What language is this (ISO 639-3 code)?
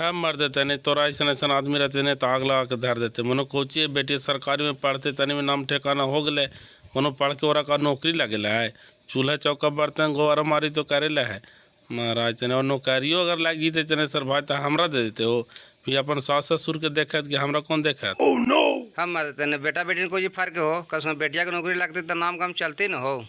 mag